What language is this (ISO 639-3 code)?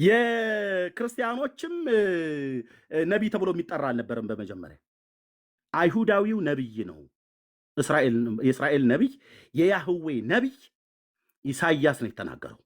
amh